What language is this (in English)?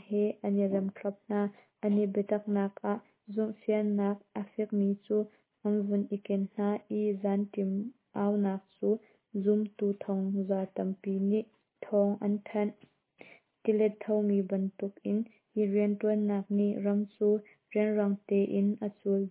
Hakha Chin